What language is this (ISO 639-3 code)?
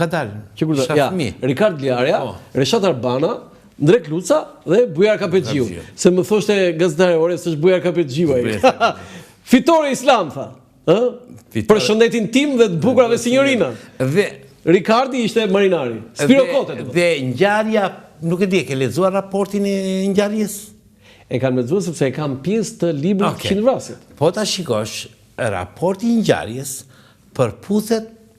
sqi